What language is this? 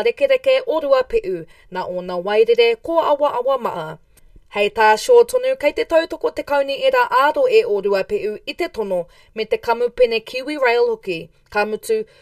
Māori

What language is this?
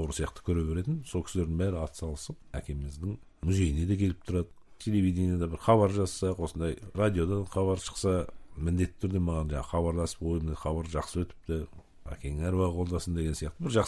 Kazakh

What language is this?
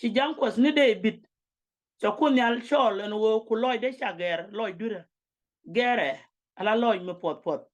Nuer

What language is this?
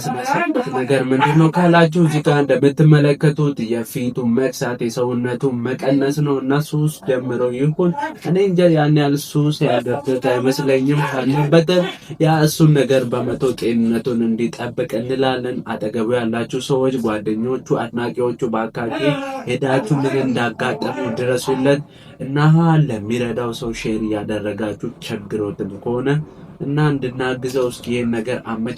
Amharic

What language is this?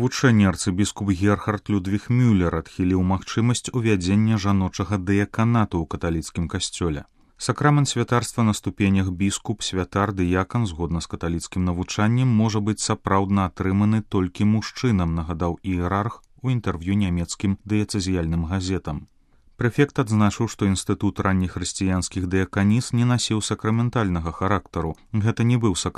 Belarusian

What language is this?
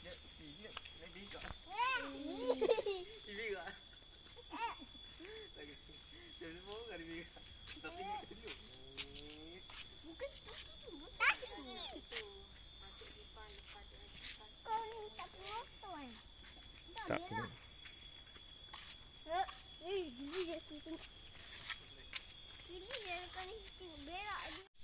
Malay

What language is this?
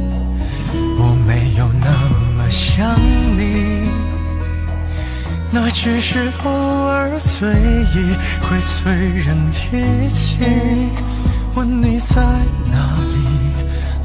Chinese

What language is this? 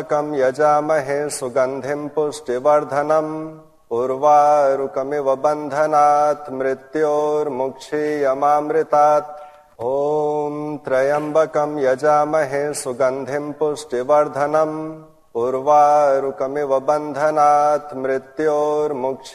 Sanskrit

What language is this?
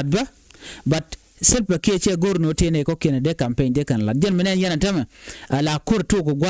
Nuer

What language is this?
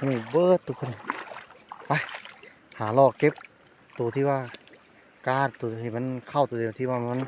Lao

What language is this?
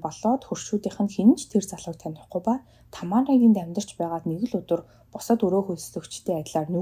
Mongolian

